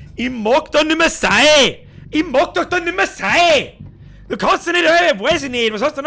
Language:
Bavarian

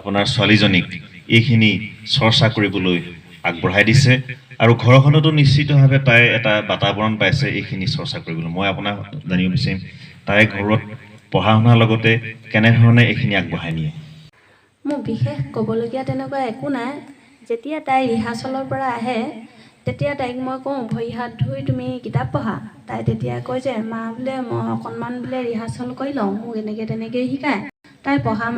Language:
Assamese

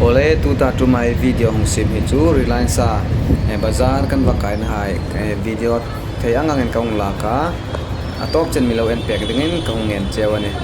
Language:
Hmar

